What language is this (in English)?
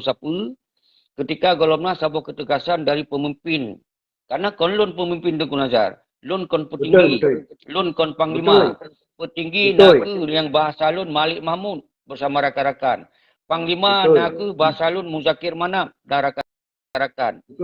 Achinese